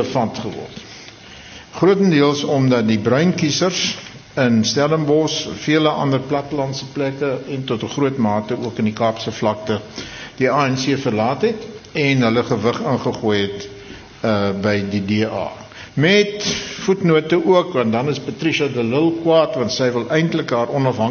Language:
Afrikaans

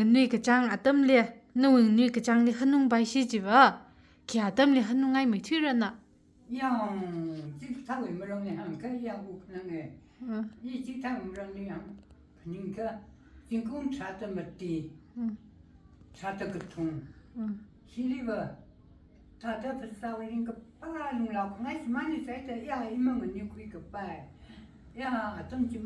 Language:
Tangkhul Naga (India)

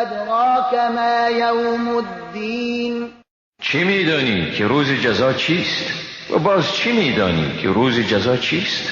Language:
Persian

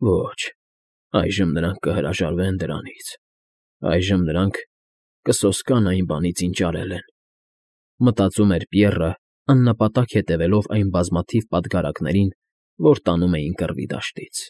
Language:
Armenian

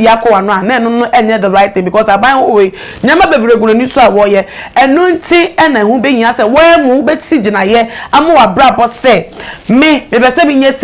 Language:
Akan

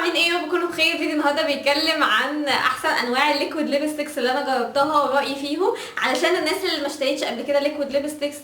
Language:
Egyptian Arabic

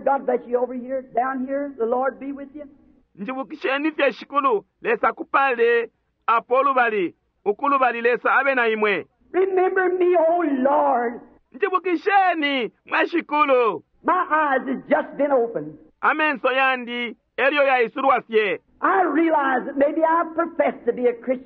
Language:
Bemba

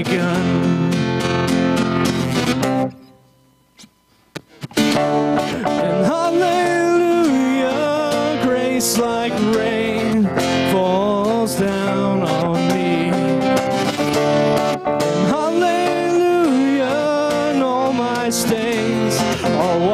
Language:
English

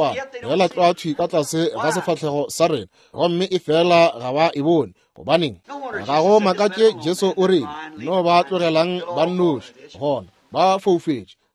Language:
Northern Sotho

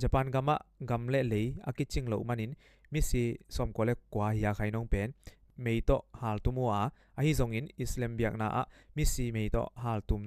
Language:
Tedim Chin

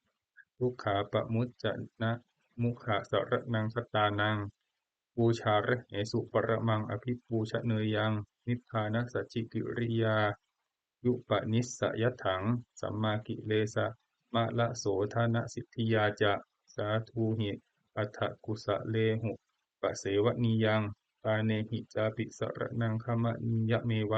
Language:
Pali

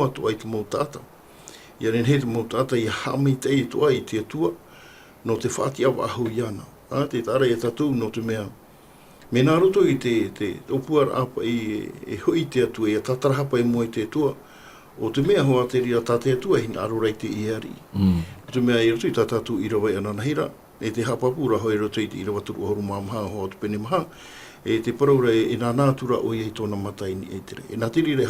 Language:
Tahitian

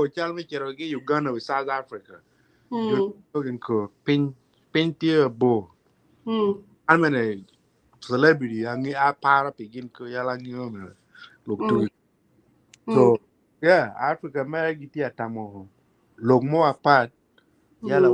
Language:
Acoli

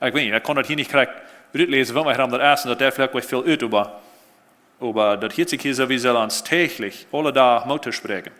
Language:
Plautdietsch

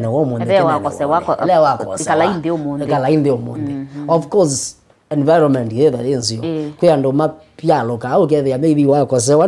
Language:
Kamba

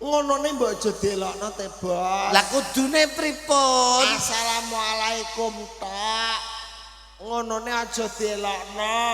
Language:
Javanese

